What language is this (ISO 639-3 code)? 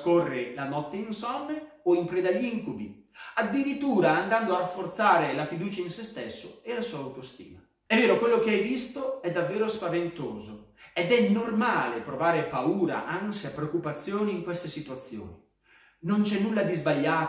ita